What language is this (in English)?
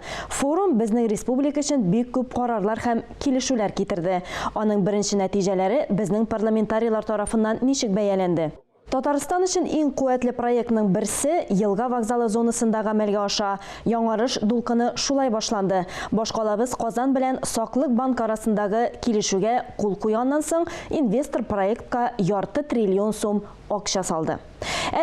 Tatar